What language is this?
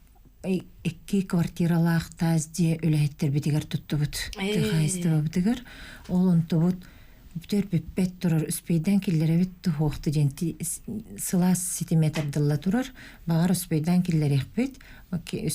Yakut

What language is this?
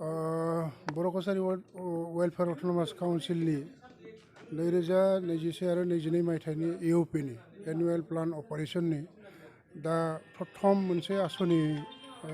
Bodo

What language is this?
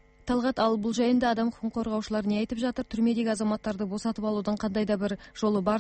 Kazakh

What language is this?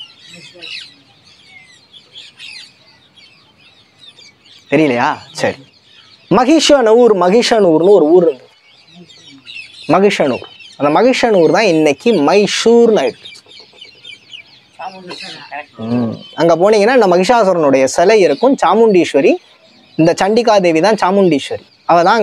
Tamil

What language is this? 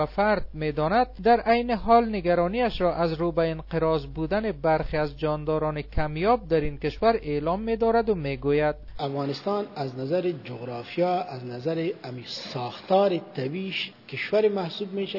Persian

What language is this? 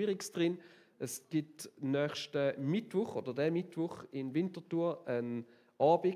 Swiss German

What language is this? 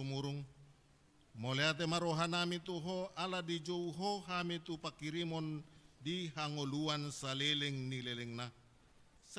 Batak Toba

